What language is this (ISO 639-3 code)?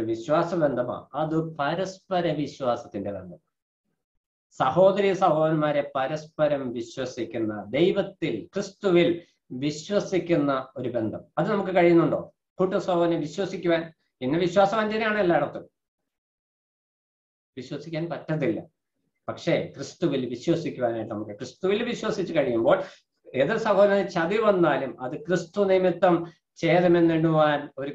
mal